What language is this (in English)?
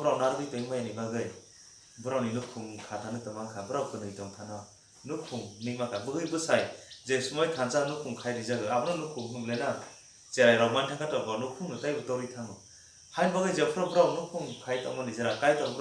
Kok Borok